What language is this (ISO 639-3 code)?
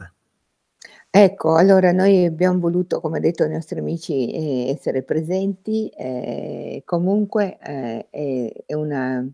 ita